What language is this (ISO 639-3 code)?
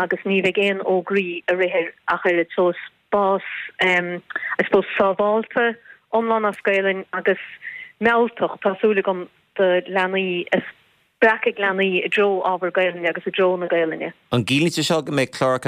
gle